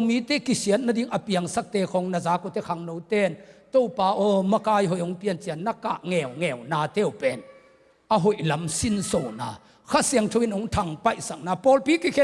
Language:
Tedim Chin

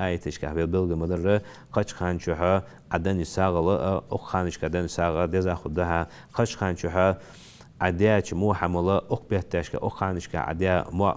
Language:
Ingush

